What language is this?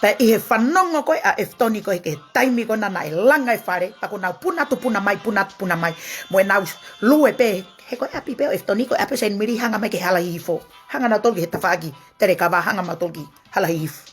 Tongan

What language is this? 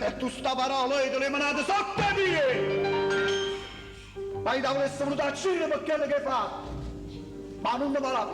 Neapolitan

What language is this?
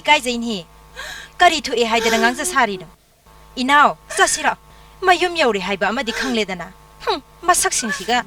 Manipuri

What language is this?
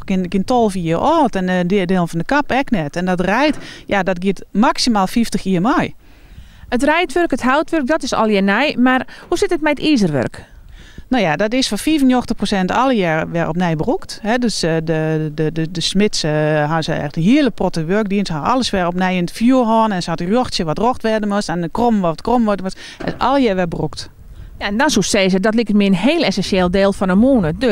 Western Frisian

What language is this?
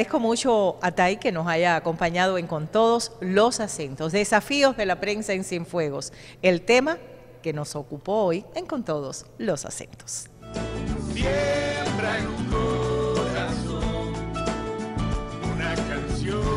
Spanish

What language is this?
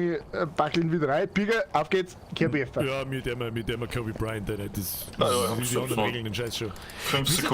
Bavarian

